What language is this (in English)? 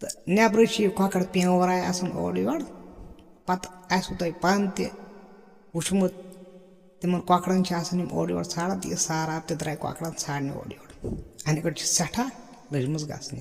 Kashmiri